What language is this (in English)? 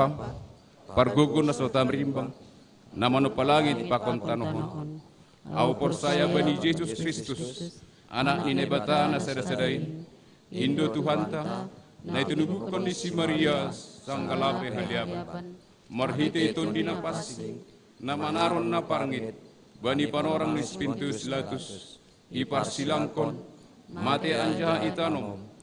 Batak Simalungun